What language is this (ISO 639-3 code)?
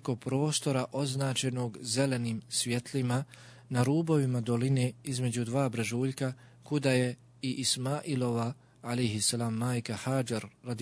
bos